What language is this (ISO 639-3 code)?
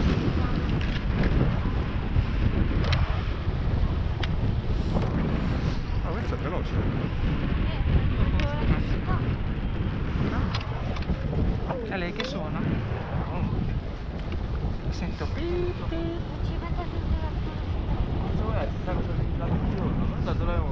ita